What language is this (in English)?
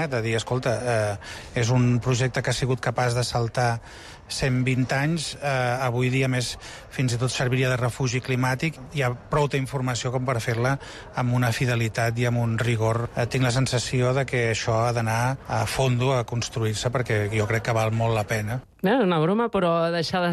Catalan